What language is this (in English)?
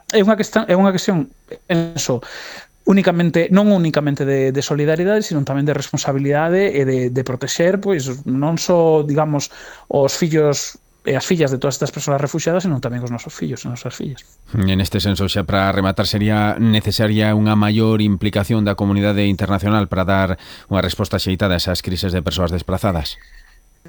Galician